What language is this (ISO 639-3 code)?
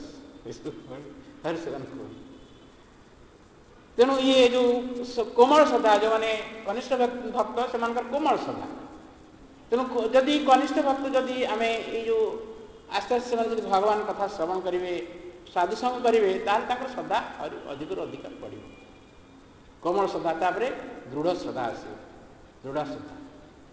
ori